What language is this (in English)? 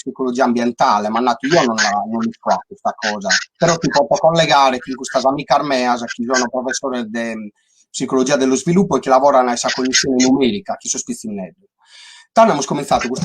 Sardinian